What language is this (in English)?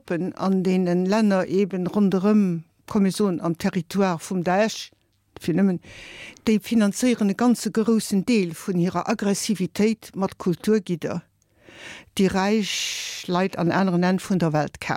Luxembourgish